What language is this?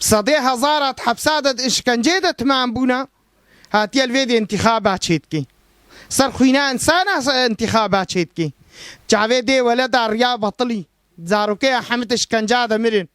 Kurdish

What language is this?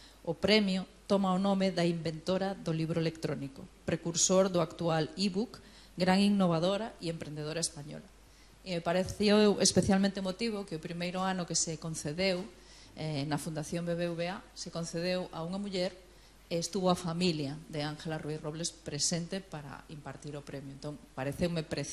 Galician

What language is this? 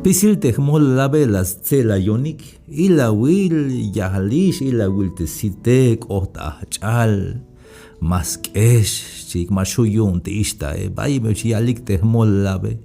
Tzeltal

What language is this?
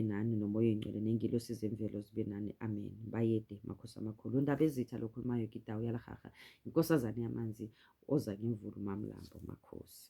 Zulu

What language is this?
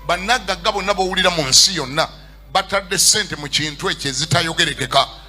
Ganda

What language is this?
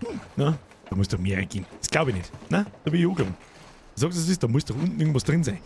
Bavarian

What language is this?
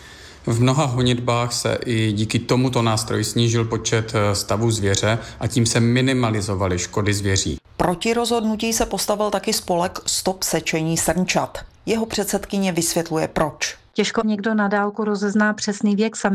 Czech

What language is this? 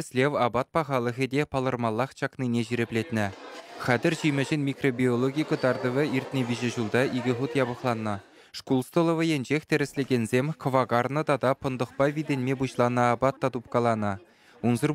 Chuvash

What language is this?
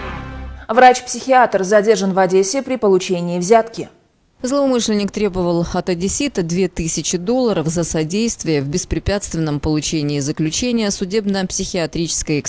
Russian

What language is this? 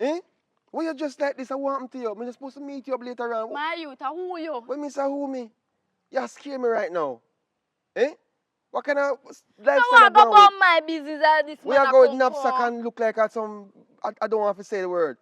Jamaican Creole English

